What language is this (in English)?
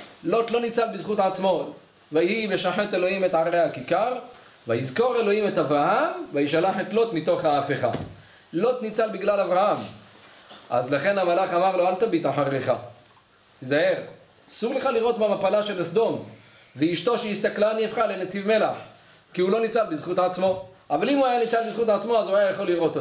Hebrew